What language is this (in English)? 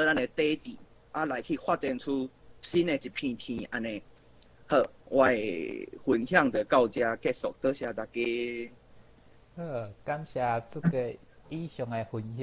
Min Nan Chinese